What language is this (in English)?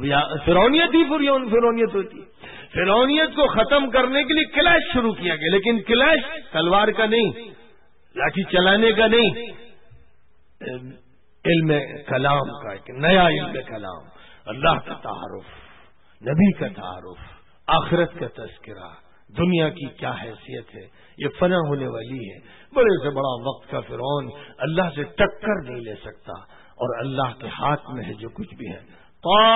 Urdu